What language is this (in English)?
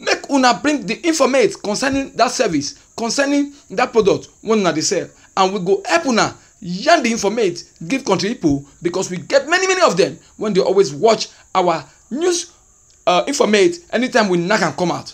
Nigerian Pidgin